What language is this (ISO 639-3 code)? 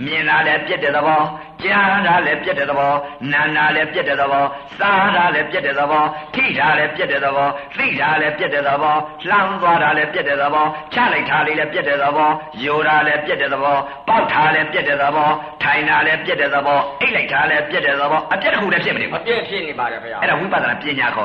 mya